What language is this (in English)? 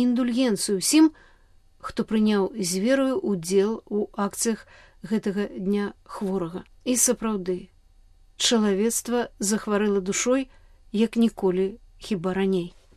Belarusian